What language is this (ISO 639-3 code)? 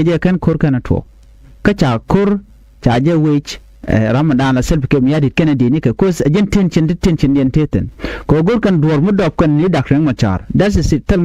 nus